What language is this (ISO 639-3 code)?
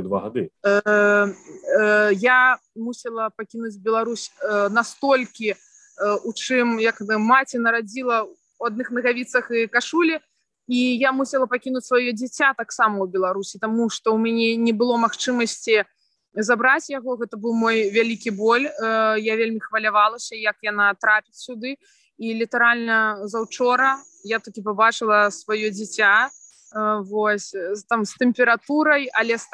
bel